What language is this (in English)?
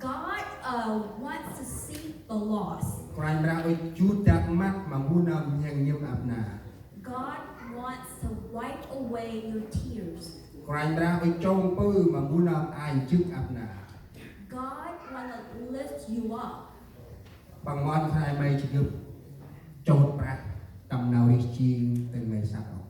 Central Mnong